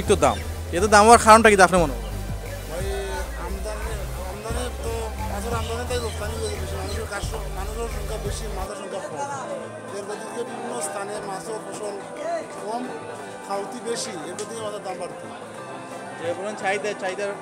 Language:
Sylheti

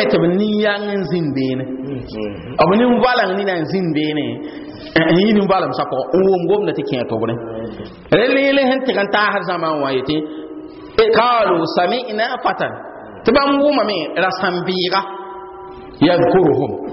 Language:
Mossi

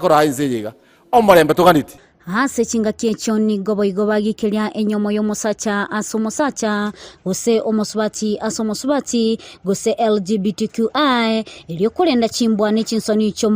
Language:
Gusii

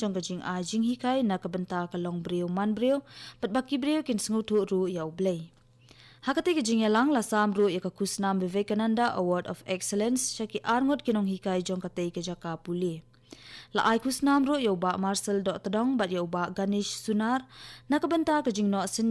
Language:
Khasi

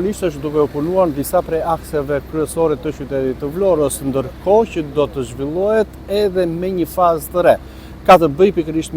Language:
Albanian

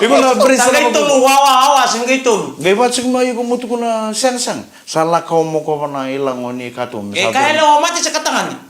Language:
Fijian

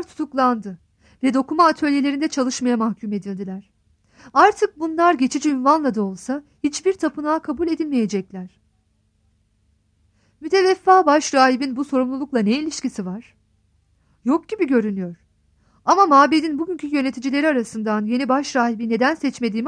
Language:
Turkish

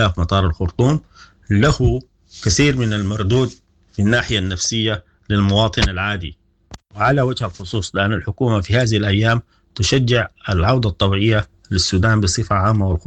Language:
Sudanese Arabic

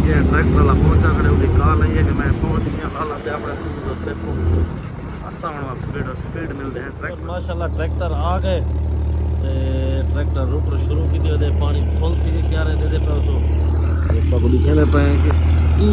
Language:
Saraiki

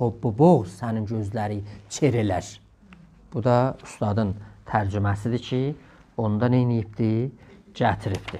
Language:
South Azerbaijani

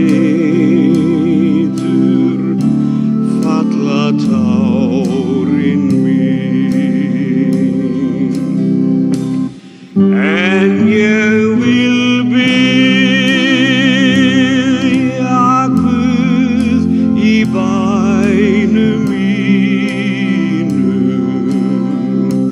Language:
Icelandic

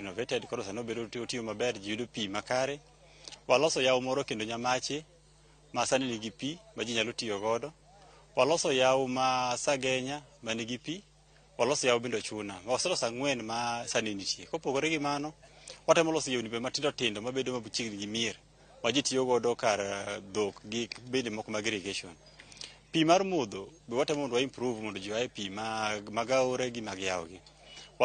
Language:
Luo (Kenya and Tanzania)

